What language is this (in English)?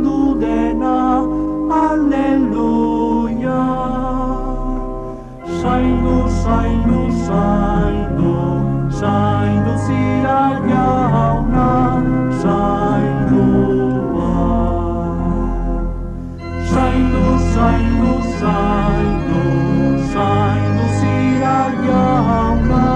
Basque